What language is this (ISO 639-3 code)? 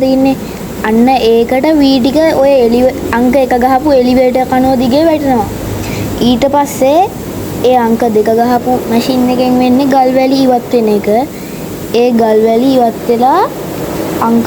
sin